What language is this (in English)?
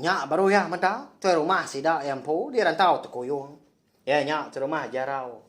Iban